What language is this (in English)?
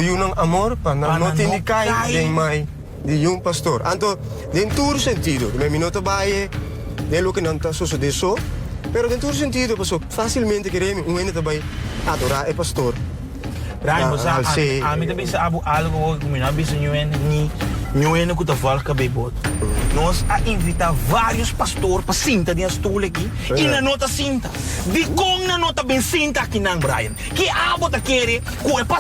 Papiamento